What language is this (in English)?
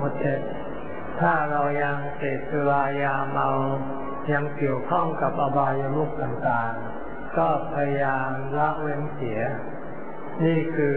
Thai